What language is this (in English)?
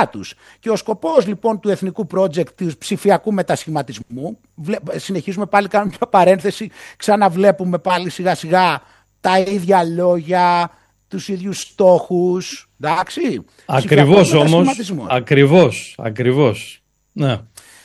Greek